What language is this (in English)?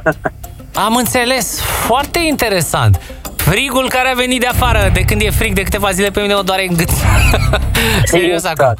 Romanian